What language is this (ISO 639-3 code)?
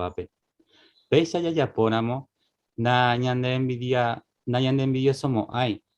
grn